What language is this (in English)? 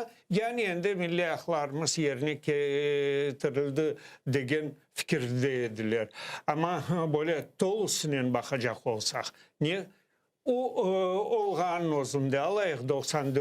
Crimean Tatar